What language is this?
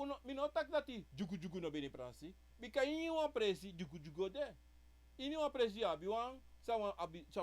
Sranan Tongo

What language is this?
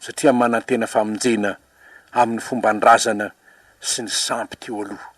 Malagasy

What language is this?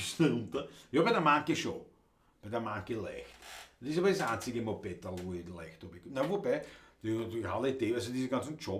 Bavarian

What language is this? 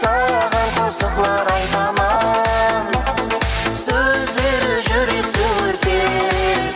Kara-Kalpak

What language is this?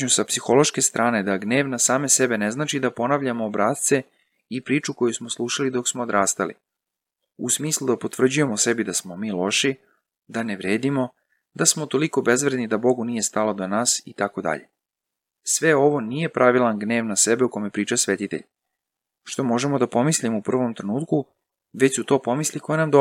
Serbian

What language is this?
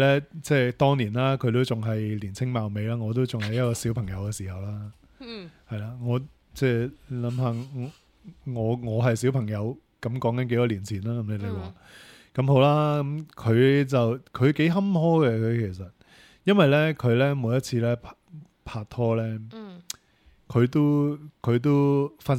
Cantonese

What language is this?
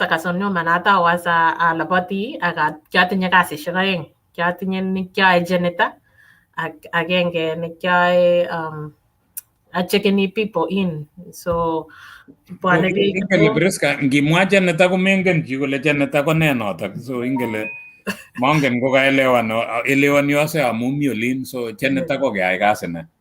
Kalenjin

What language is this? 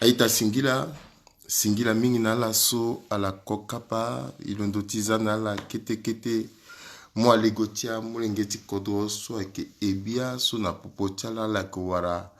Sango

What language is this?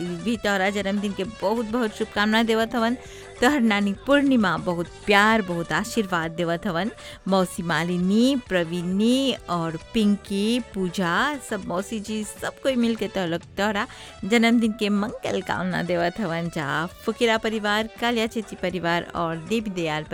Bhojpuri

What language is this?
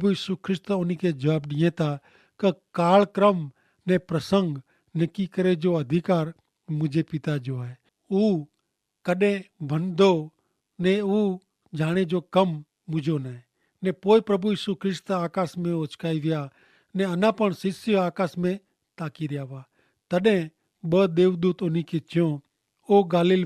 Kachhi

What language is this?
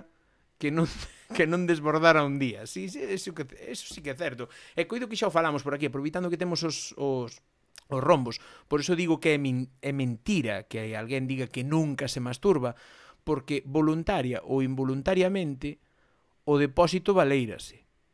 Galician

